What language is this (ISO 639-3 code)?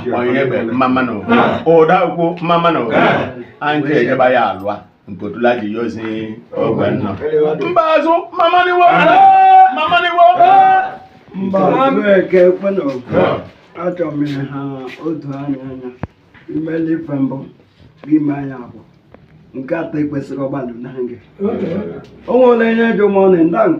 ibo